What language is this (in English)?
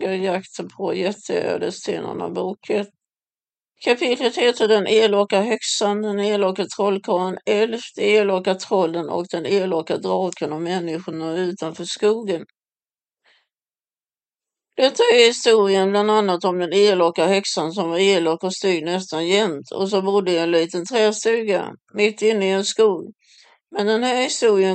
Swedish